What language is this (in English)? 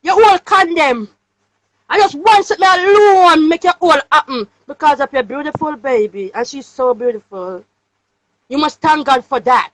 Jamaican Creole English